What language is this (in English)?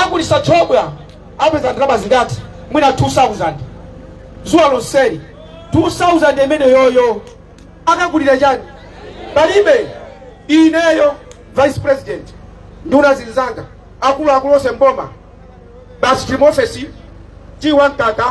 Nyanja